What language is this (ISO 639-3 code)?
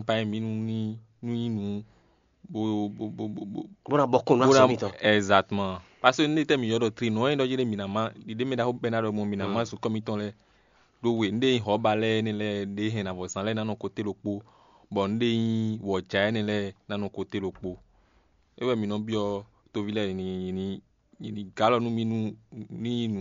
fon